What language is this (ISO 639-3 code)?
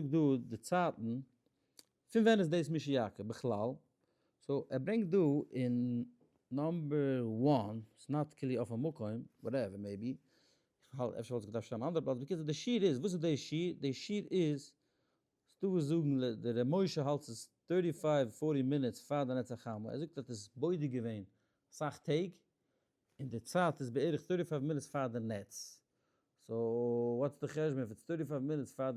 yid